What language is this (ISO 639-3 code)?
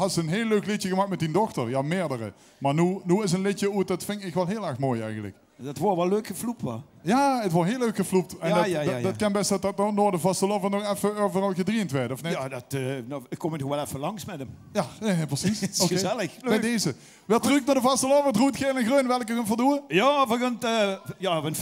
lim